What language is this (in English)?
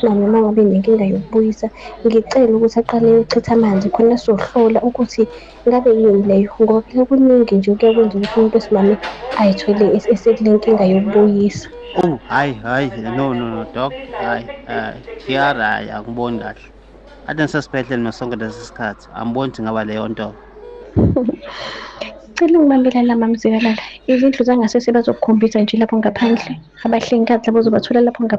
Zulu